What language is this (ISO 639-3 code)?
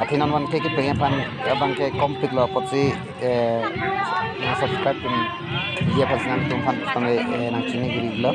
mjw